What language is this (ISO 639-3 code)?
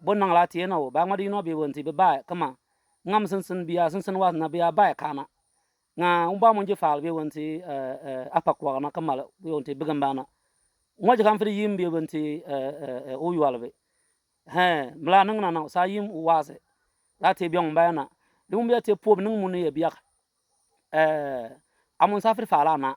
bim